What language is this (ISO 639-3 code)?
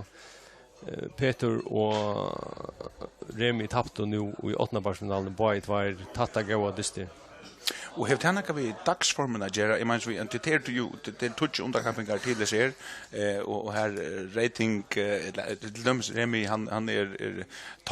fao